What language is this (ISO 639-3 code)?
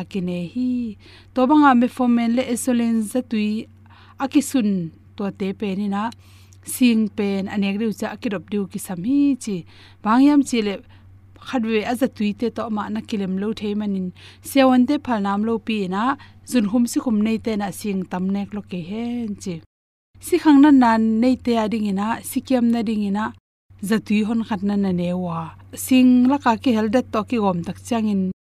ctd